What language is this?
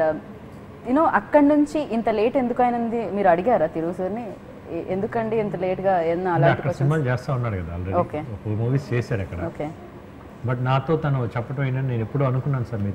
Telugu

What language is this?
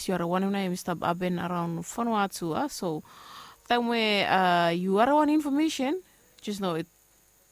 Bislama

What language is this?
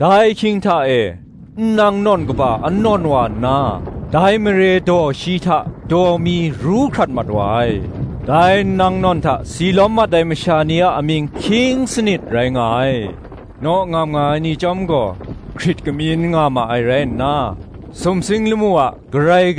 Kachin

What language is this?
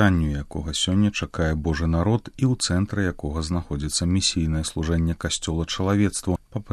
Belarusian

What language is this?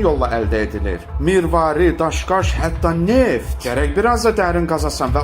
Azerbaijani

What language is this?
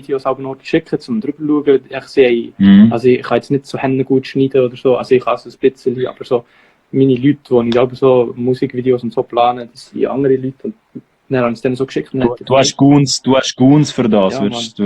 Swiss German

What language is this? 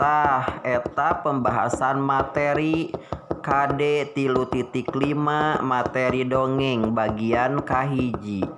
Sundanese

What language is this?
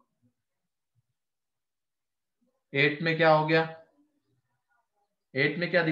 Hindi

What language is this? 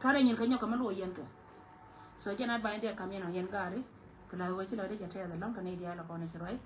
Nuer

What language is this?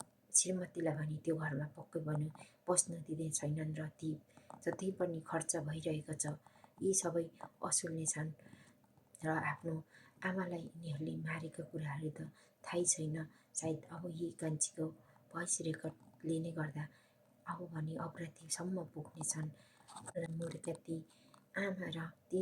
Nepali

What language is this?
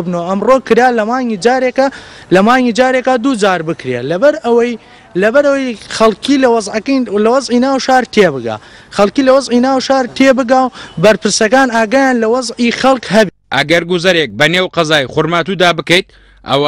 Central Kurdish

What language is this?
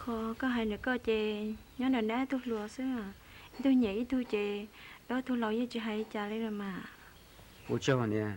Hmong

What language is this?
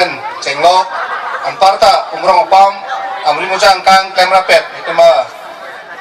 Karbi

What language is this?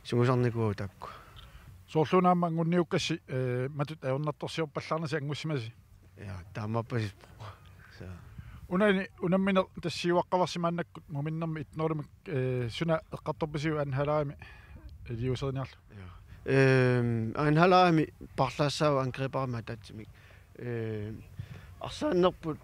Kalaallisut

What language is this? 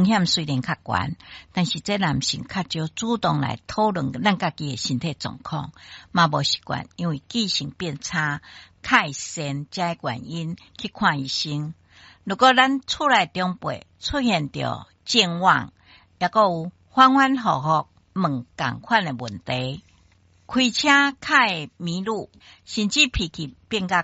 Min Nan Chinese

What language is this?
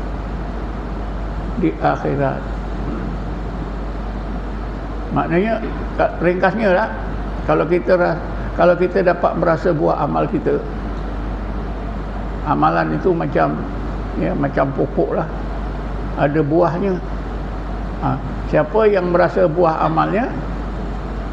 Malay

